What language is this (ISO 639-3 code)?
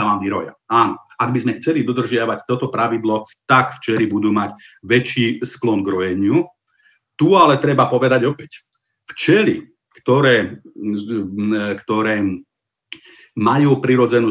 slk